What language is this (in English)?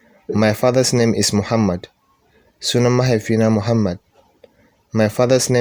Hausa